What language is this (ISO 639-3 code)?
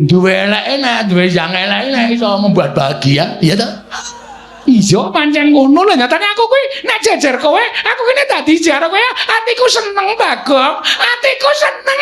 jav